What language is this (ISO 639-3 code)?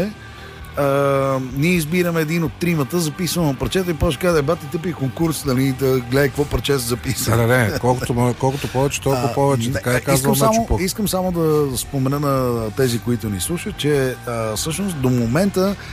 bul